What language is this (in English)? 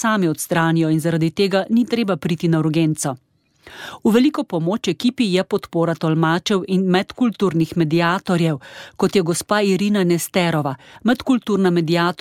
Slovenian